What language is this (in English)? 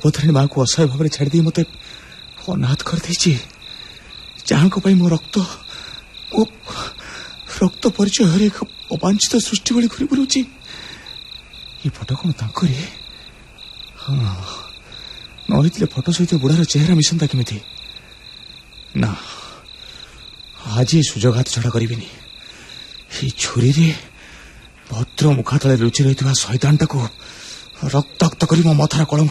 Odia